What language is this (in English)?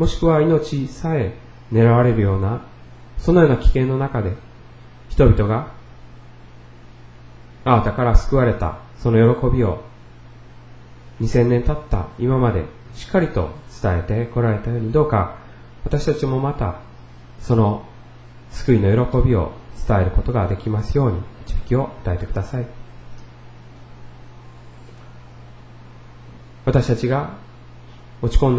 Japanese